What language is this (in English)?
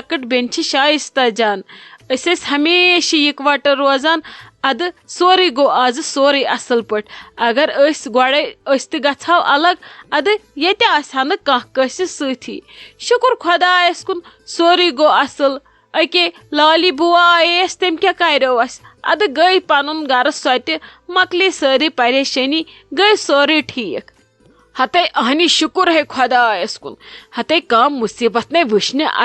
Kashmiri